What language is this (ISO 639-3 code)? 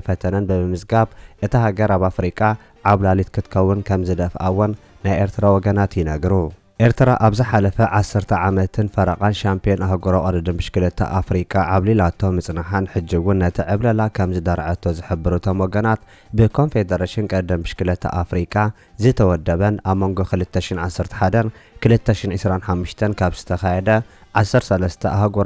tir